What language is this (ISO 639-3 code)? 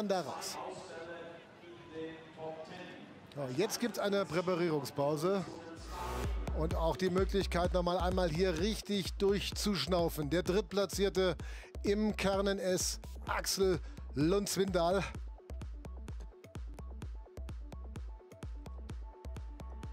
deu